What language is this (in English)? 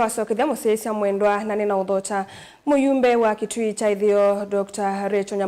Kamba